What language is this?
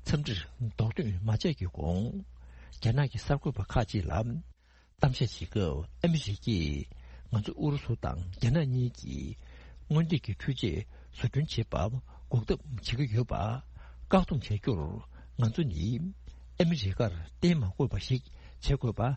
Tibetan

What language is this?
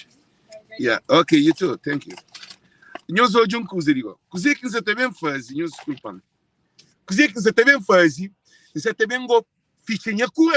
Kabuverdianu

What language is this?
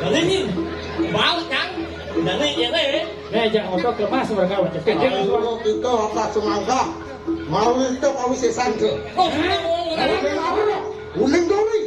Balinese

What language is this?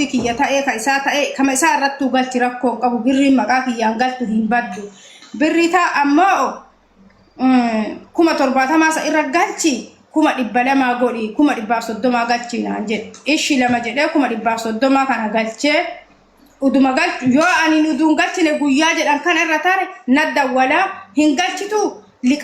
Oromo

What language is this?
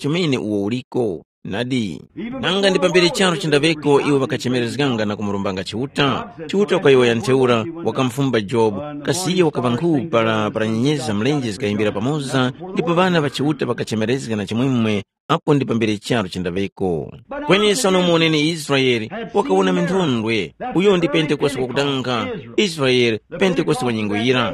Tumbuka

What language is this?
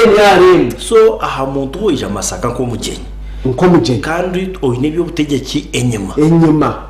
Nyankole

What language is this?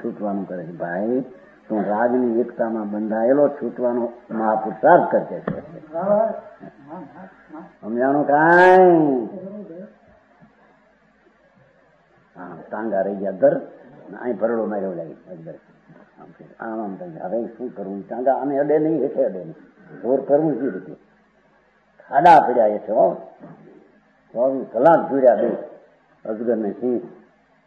Gujarati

